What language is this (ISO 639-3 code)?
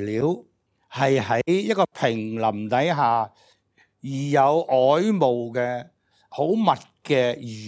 yue